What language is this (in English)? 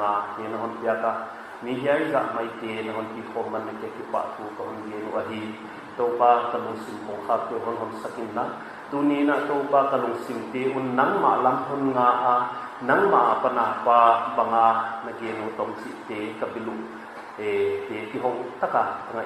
Paite Chin